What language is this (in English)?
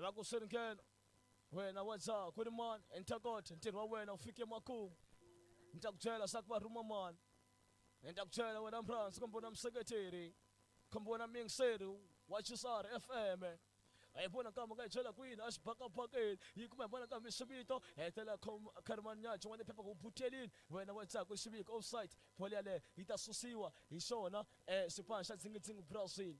Tsonga